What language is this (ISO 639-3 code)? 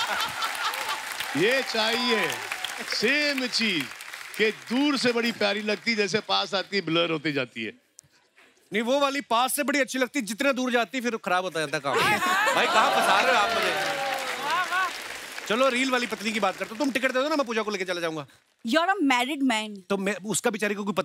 hin